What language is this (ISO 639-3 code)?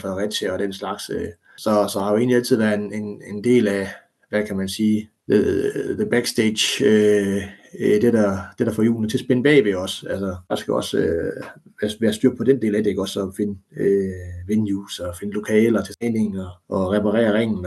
dan